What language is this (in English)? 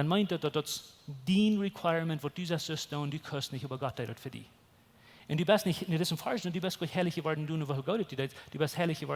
Plautdietsch